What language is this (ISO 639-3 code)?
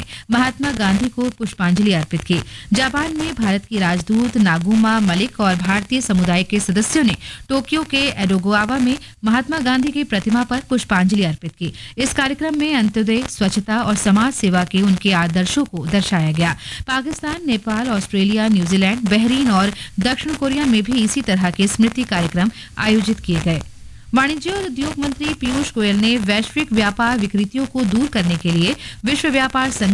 hin